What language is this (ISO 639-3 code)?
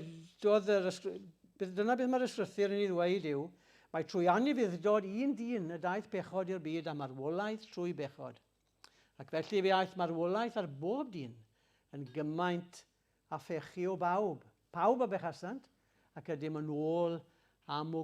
cym